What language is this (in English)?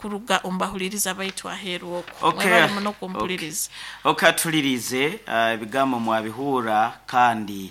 Nyoro